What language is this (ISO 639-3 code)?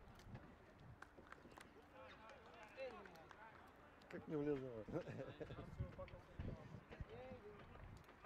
bul